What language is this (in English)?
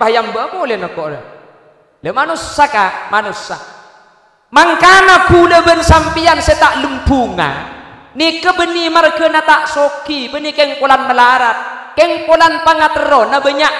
Madurese